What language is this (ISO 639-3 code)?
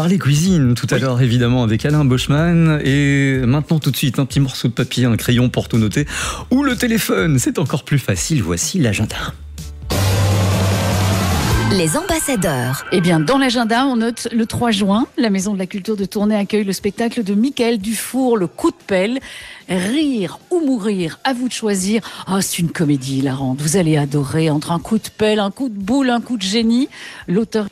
fra